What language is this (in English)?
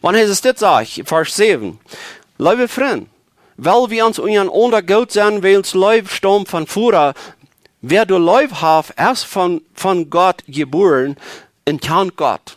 Plautdietsch